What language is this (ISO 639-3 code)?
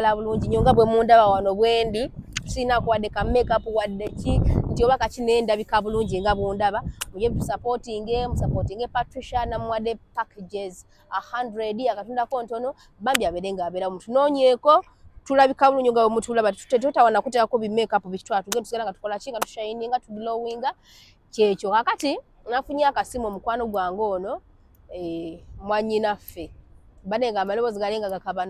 lug